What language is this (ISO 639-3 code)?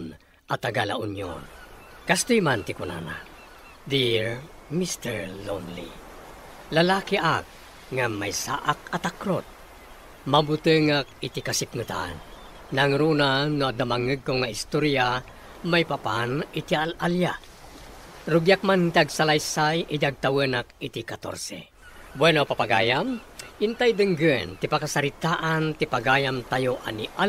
ilo